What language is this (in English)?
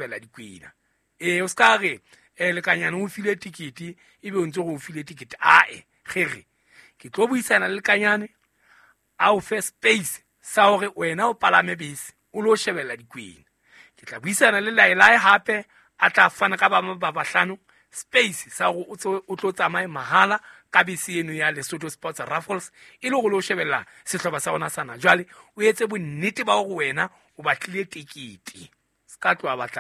Southern Sotho